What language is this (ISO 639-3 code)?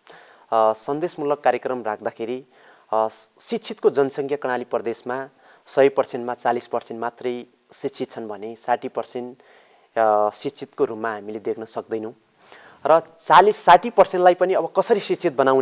nep